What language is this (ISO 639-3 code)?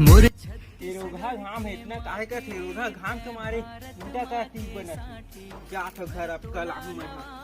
hne